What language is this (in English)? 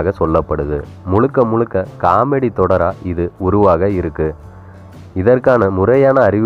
Tamil